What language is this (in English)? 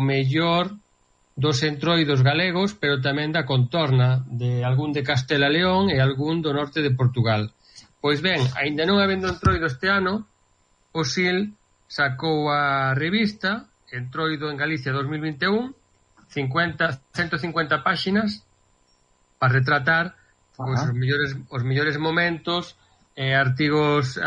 Galician